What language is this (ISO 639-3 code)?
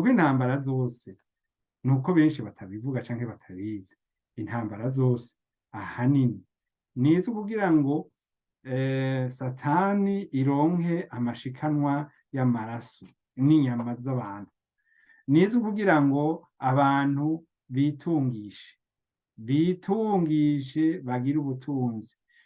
run